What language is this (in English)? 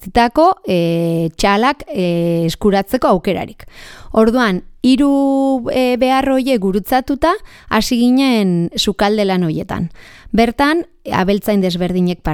Basque